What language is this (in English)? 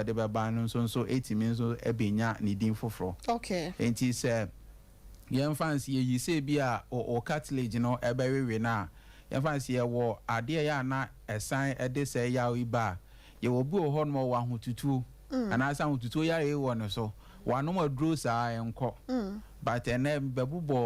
Akan